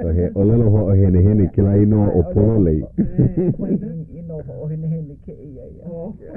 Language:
Hawaiian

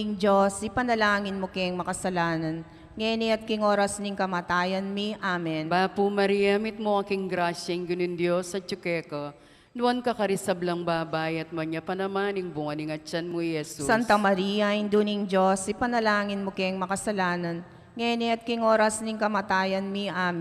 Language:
Pampanga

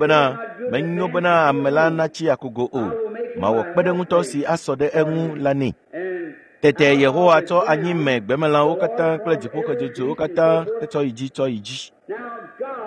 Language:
Ewe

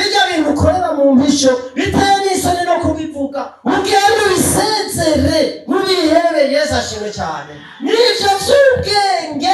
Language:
Rundi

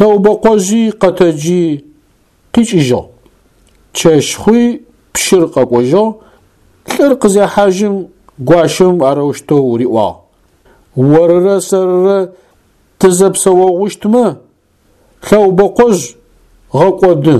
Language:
Adyghe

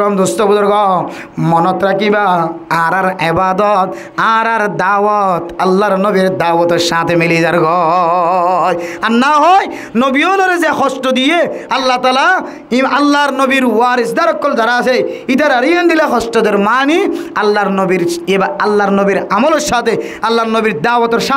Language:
Rohingya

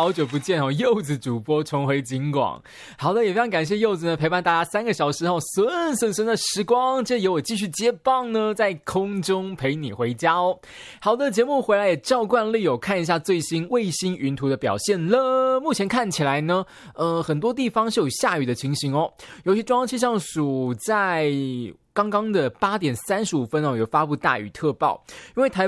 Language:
Chinese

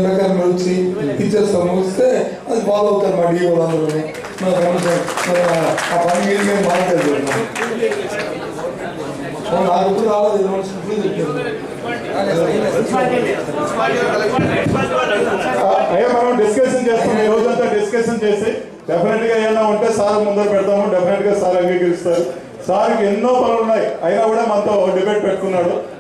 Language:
Telugu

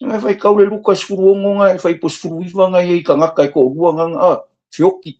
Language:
Samoan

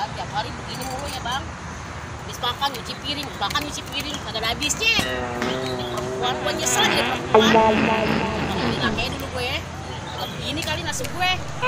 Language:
Betawi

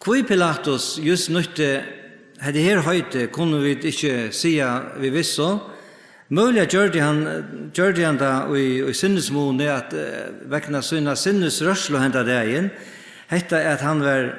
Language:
Faroese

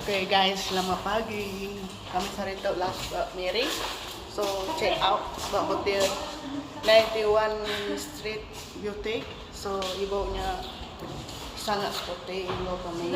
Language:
Iban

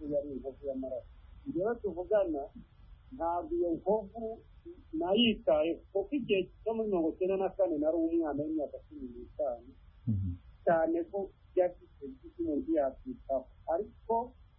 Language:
Kinyarwanda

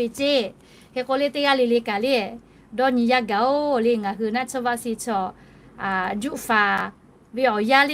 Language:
Lahu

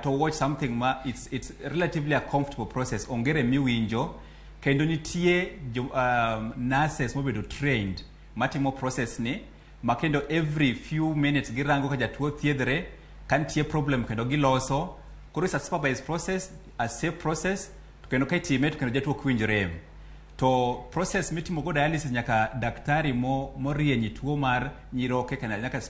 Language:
Luo (Kenya and Tanzania)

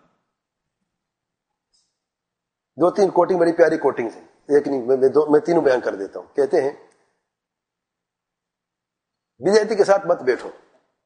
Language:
Urdu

